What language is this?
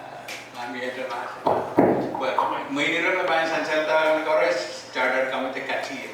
Pohnpeian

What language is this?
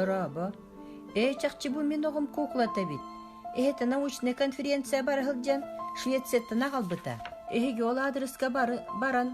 Yakut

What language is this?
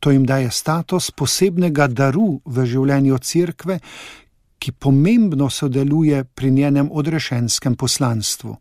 Slovenian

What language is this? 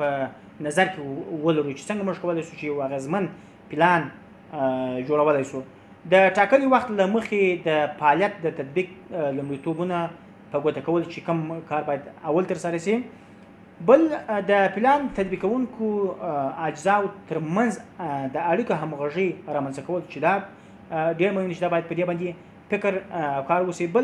Pashto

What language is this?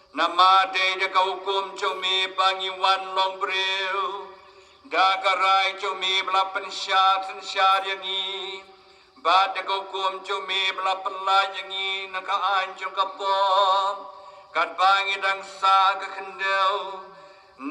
Khasi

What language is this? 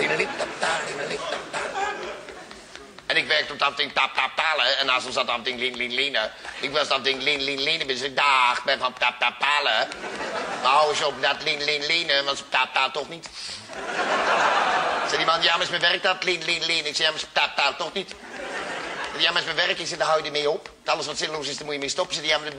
Dutch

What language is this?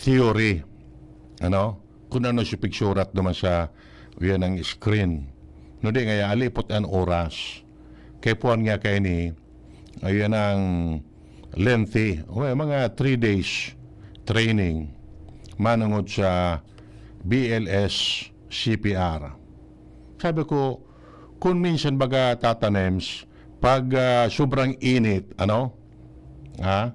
Bikol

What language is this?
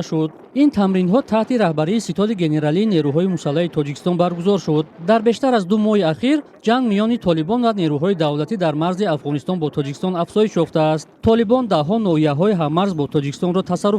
Tajik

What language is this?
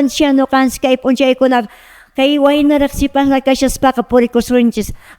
Quechua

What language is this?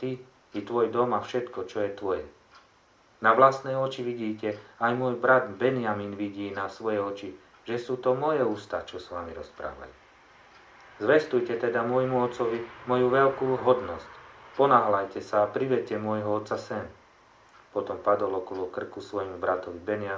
Slovak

